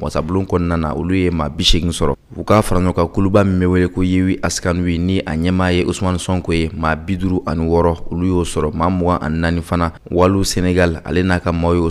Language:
Bambara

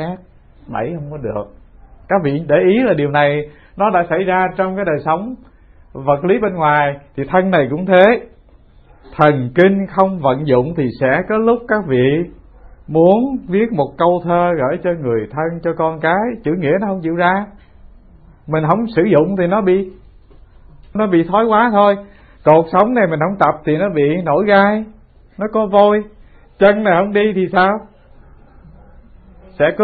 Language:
Vietnamese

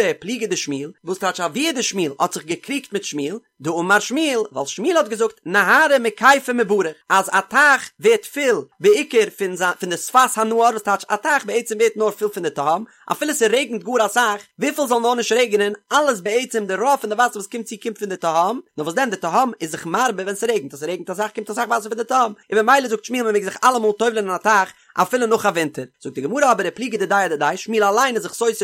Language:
Yiddish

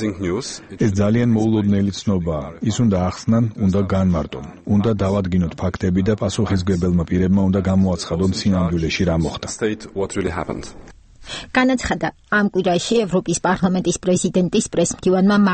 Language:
Georgian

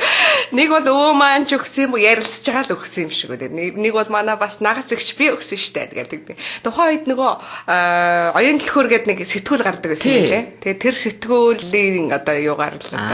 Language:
Mongolian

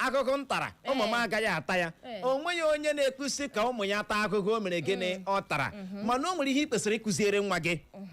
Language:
Igbo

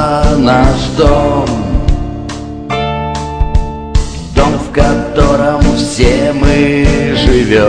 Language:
Russian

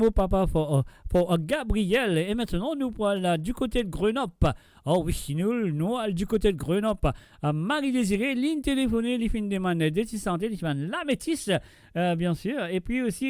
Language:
Morisyen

